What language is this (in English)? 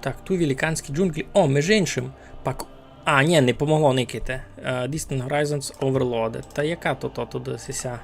Rusyn